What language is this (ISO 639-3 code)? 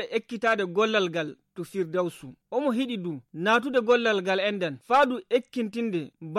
fuv